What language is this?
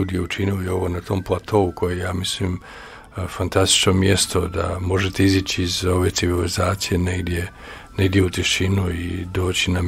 Croatian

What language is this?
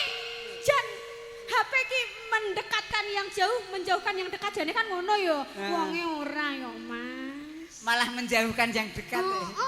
Javanese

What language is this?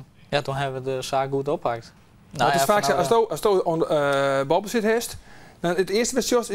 Western Frisian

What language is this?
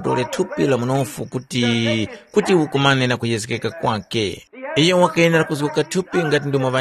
Tumbuka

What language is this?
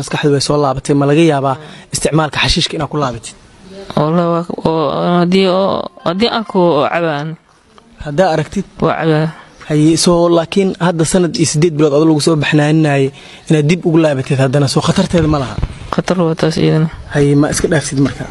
Somali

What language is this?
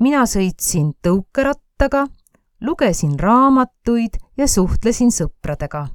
Estonian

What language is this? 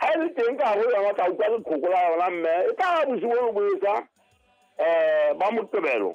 Southern Sotho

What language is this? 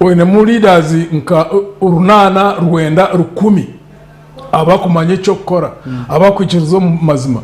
Nyankole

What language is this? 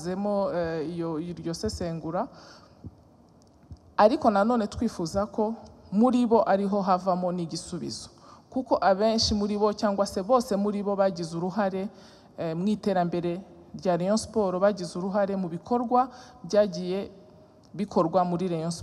Kinyarwanda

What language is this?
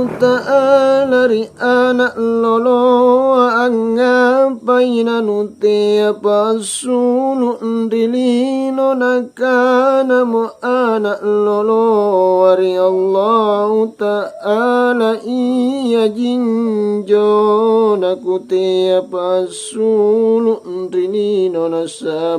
Makasar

